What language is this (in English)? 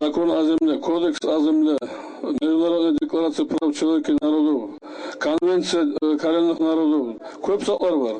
Kumyk